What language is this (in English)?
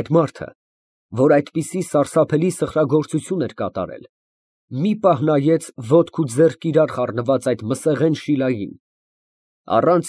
Armenian